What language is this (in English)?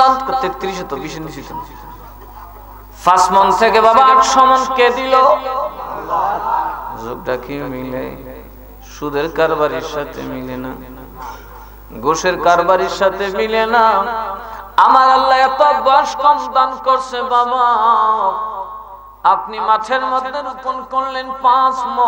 Bangla